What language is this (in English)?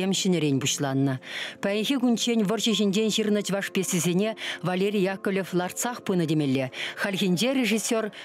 Chuvash